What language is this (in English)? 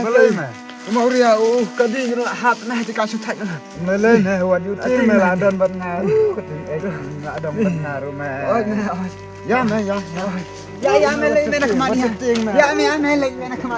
Khasi